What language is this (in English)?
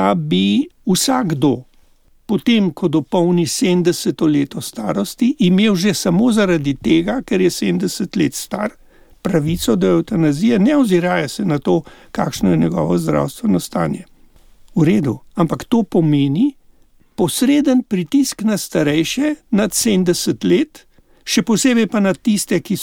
Slovenian